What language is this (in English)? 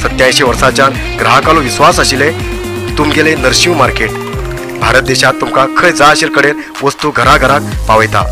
Konkani